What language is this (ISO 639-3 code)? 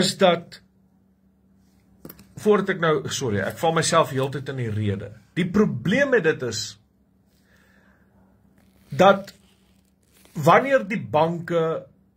afr